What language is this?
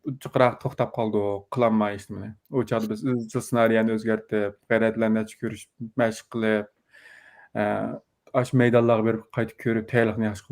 Uyghur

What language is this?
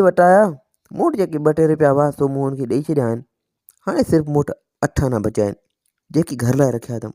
Sindhi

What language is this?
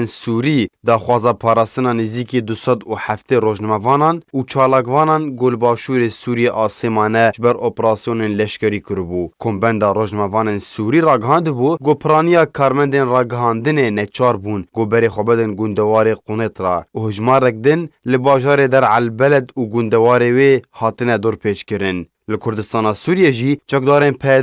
Kurdish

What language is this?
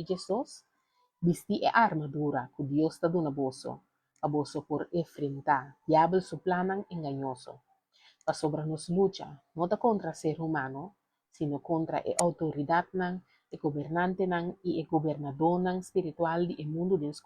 Papiamento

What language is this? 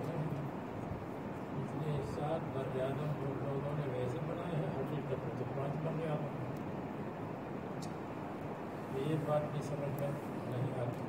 Urdu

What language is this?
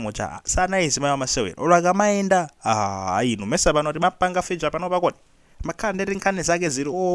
Nyanja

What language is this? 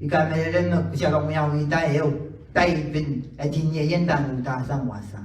Pohnpeian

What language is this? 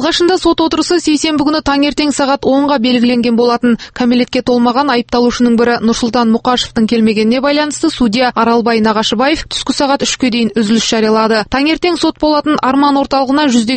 Kazakh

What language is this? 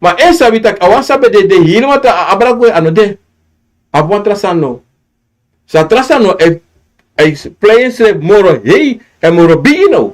Sranan Tongo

